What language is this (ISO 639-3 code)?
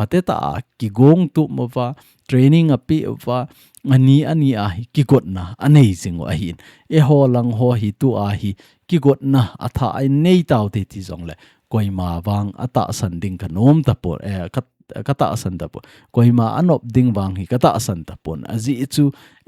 tcz